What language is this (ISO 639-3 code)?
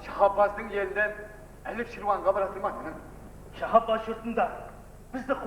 kaa